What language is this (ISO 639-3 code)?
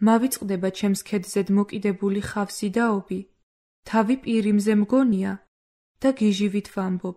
kat